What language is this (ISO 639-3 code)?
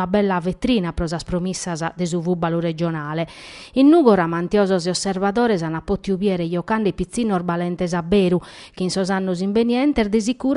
srd